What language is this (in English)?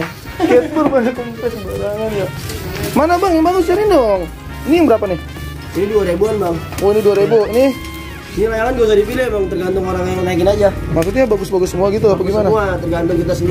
Betawi